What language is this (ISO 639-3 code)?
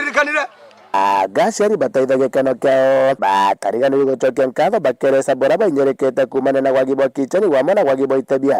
mer